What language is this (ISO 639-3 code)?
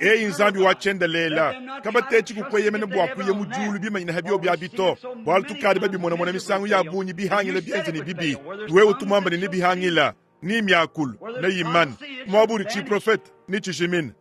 lua